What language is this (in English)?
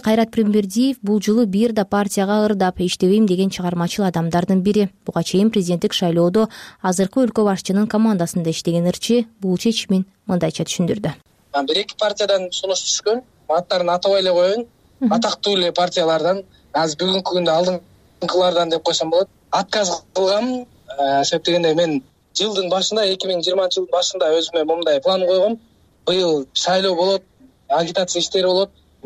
Kyrgyz